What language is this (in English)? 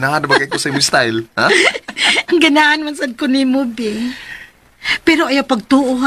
Cebuano